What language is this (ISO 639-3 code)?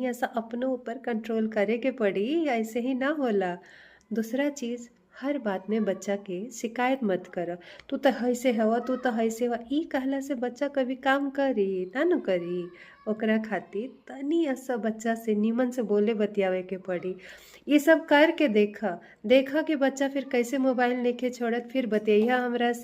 bho